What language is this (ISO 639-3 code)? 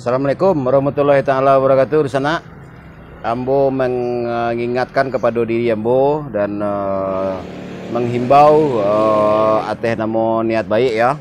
min